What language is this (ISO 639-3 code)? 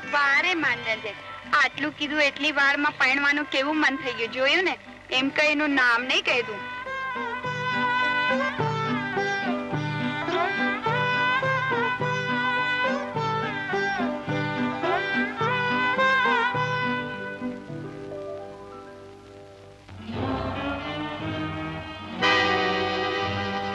guj